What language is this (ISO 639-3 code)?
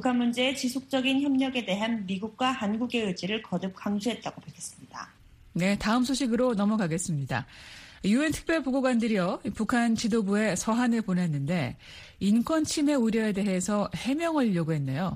kor